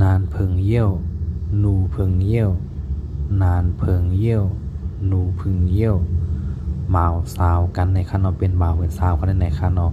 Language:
Shan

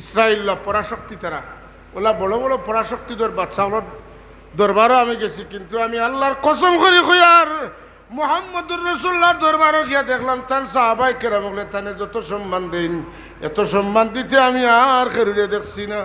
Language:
Sylheti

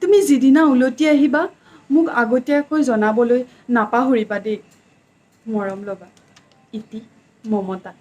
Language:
Assamese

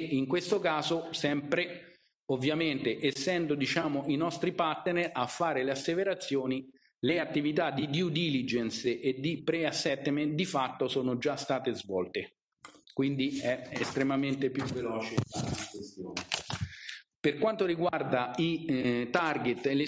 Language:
Italian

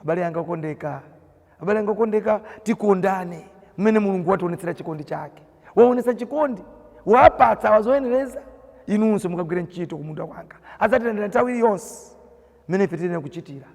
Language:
Nyanja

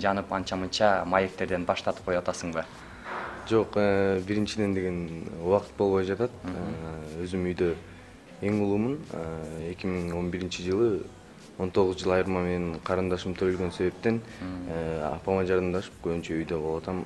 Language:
Kyrgyz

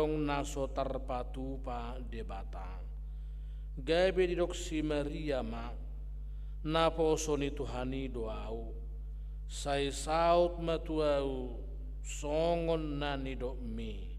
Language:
Batak Toba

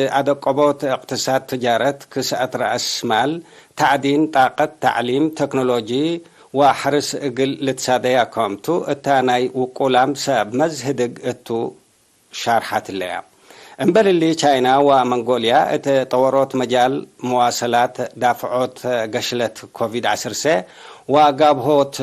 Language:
Tigre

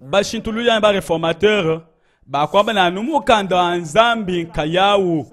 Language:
Luba-Lulua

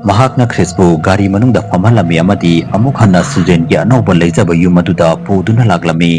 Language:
Manipuri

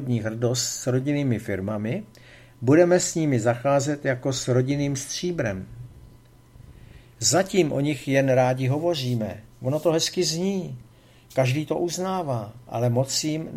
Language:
Czech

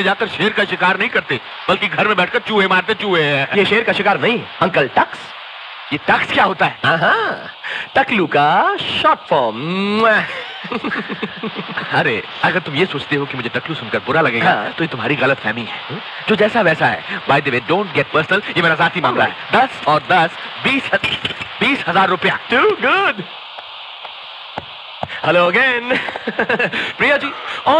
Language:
Hindi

